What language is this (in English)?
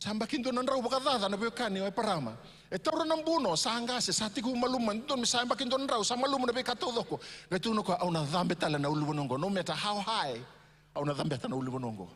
Fijian